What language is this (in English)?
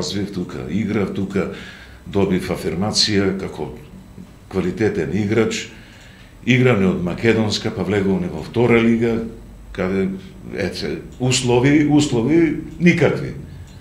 Macedonian